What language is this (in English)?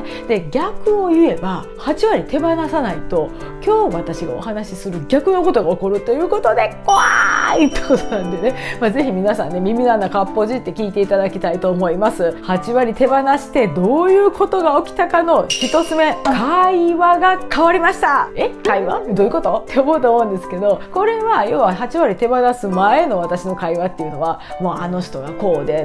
Japanese